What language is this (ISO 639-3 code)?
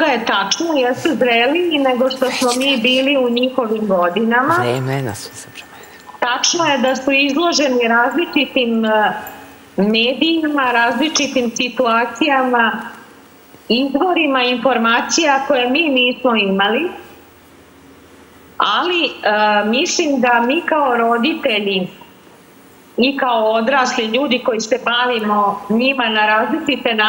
srp